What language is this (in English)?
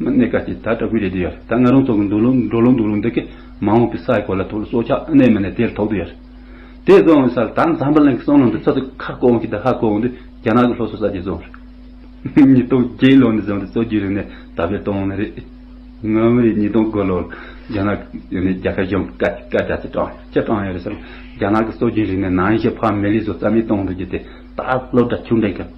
Tibetan